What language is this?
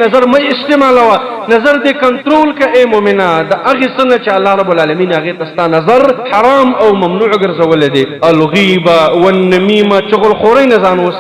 Pashto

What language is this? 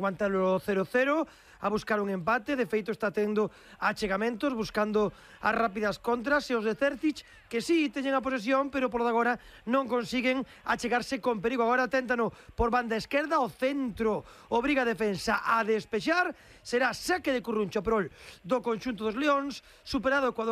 Galician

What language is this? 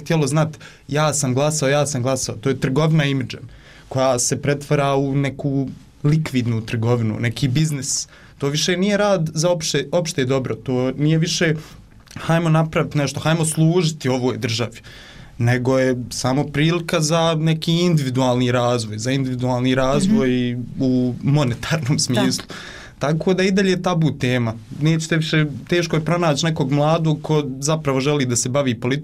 Bosnian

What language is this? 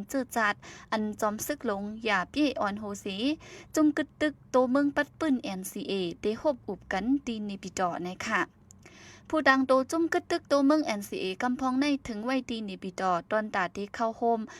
Shan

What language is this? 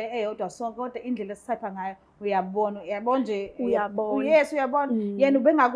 Zulu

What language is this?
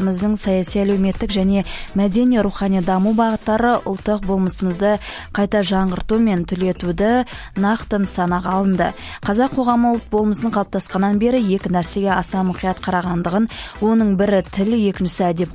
Kazakh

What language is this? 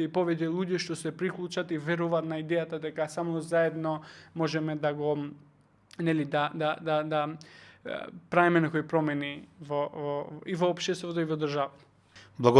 Macedonian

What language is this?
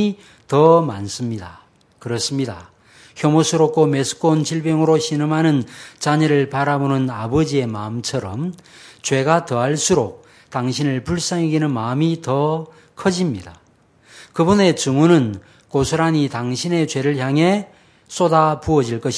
Korean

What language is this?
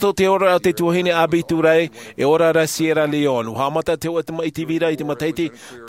Tahitian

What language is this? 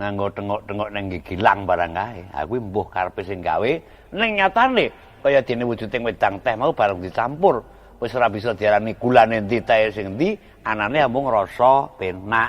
Javanese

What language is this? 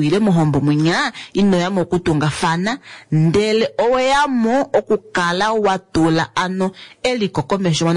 Kuanyama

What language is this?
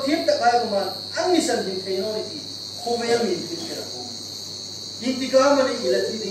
Hmar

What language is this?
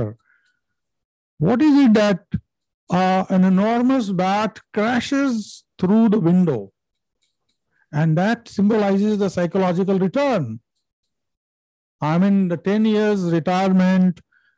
English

